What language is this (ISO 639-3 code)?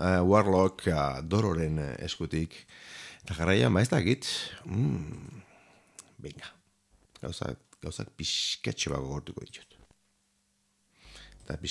eus